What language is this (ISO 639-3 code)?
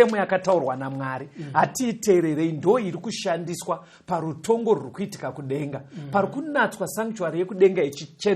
sna